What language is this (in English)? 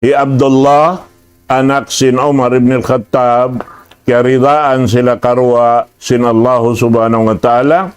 Tausug